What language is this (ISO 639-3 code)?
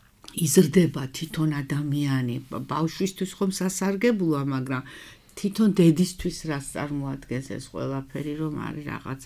kat